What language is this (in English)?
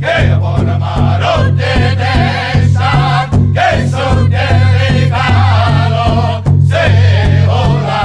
Mi'kmaw